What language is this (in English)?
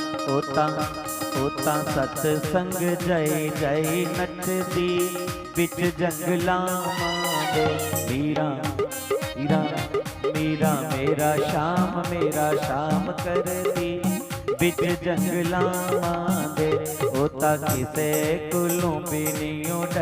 Dogri